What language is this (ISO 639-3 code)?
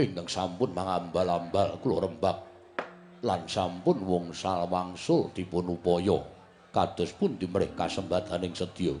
jav